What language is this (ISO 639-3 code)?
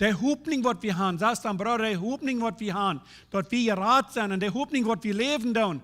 pdt